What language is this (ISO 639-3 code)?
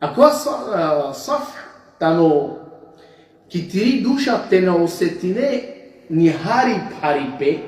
rmn